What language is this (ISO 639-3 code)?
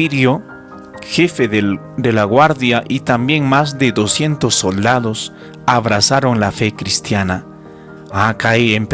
quy